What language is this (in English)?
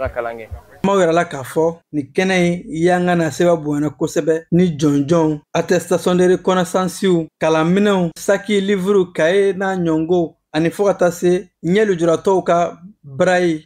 Bambara